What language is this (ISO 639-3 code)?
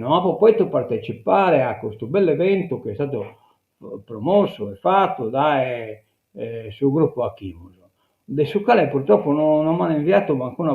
srd